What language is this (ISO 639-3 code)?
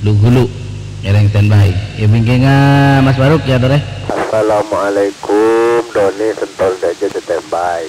mad